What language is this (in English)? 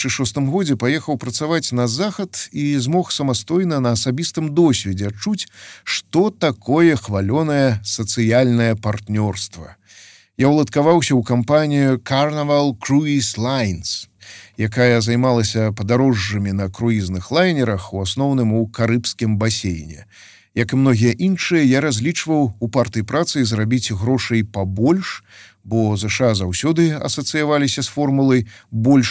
Belarusian